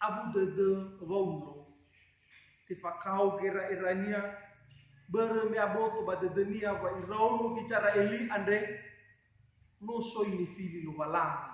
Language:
Nias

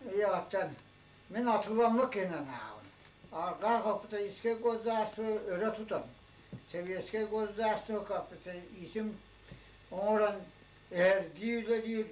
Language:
Yakut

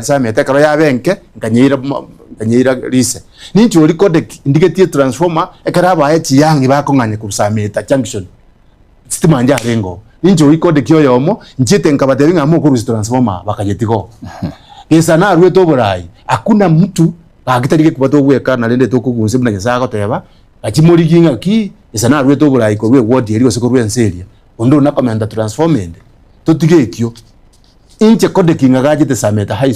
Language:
Gusii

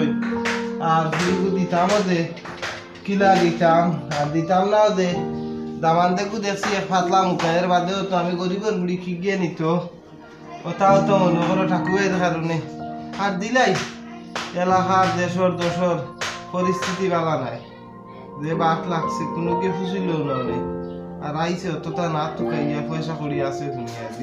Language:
Sylheti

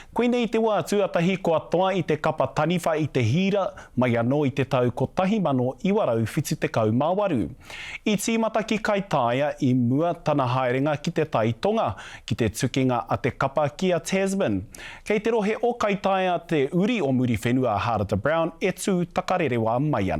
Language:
Māori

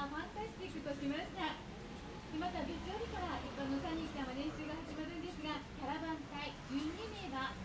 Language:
Japanese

